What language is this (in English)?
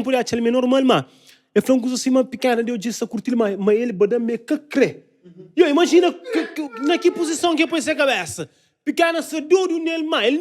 Kabuverdianu